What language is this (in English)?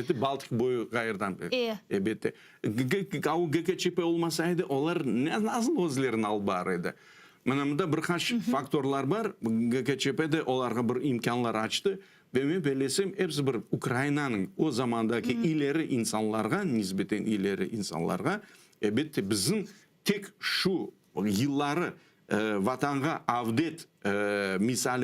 Crimean Tatar